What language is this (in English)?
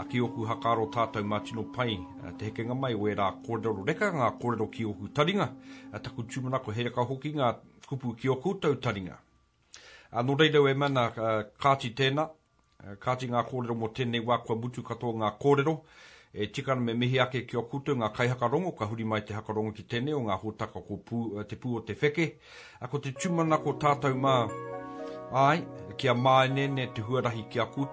Māori